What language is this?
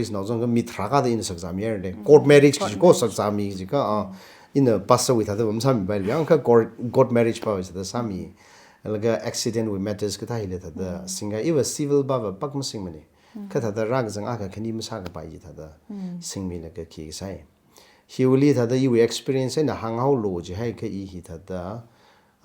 Tangkhul Naga (India)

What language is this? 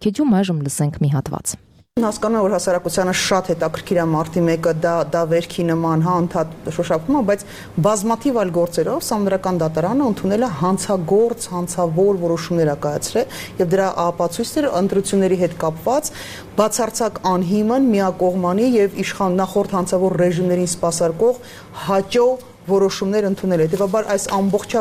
Armenian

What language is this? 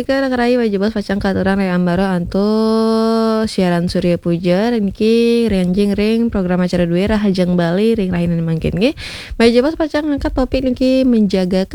Balinese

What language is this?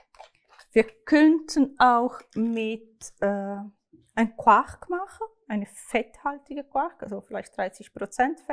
Swiss German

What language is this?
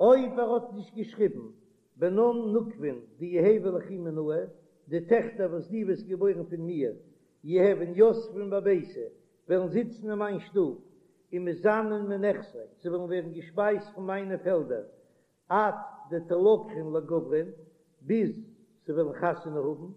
Yiddish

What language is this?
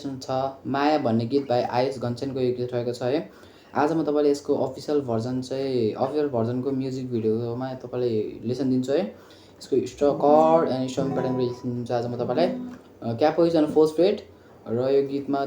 Nepali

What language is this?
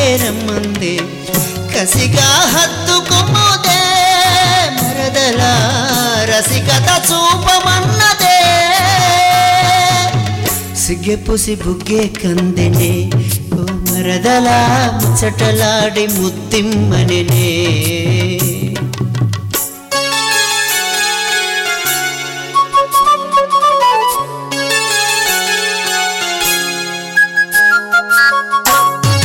Telugu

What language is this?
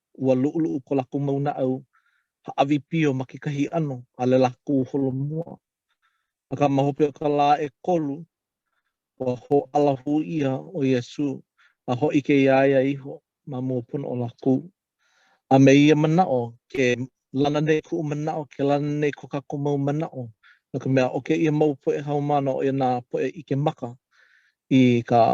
Hawaiian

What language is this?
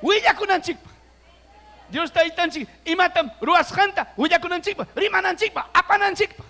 Ayacucho Quechua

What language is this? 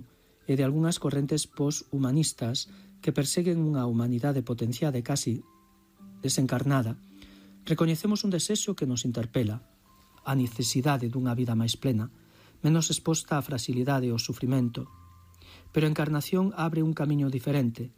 Galician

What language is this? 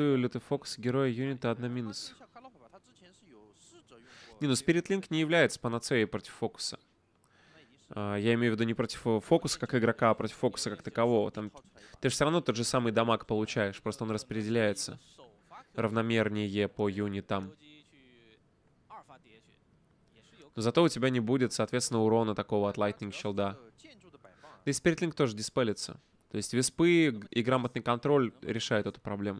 Russian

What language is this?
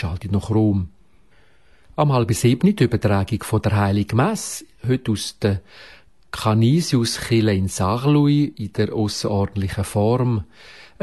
German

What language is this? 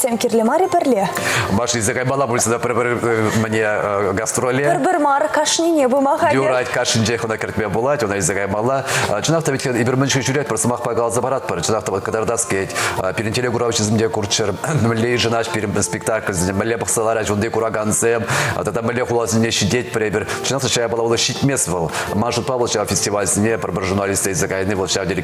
Chuvash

